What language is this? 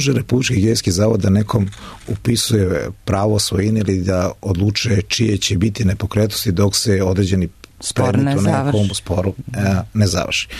Serbian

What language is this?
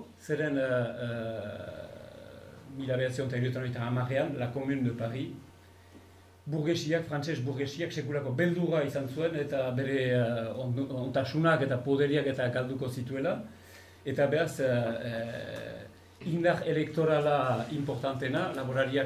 Basque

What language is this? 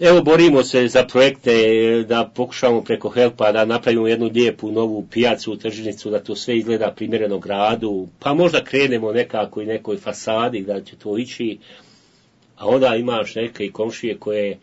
Bosnian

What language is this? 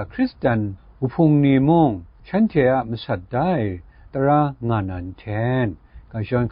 Kachin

